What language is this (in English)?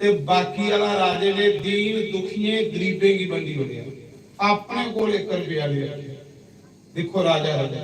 Dogri